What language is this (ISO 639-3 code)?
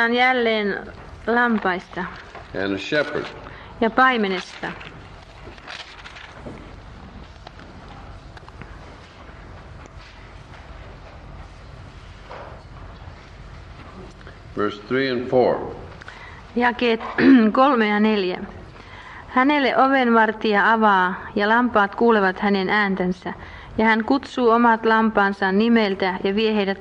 fin